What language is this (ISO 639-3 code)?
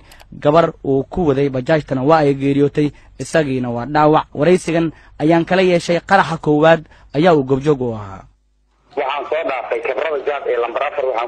som